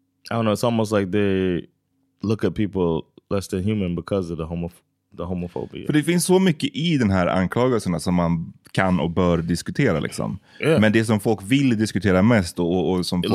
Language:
Swedish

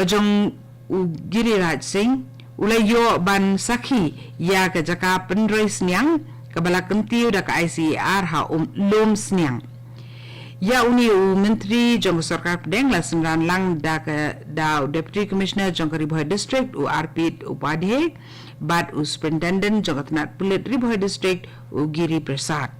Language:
Khasi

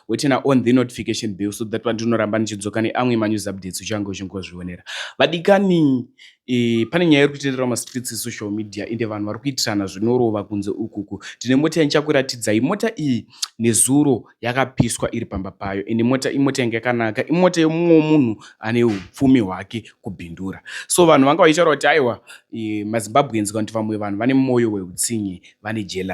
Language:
Shona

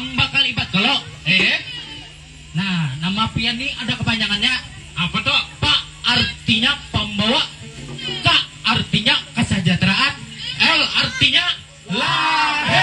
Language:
Banjar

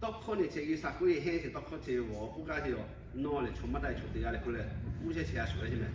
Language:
Lahu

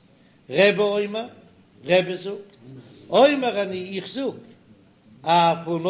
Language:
Yiddish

